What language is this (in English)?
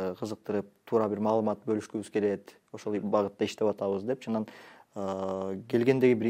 Kyrgyz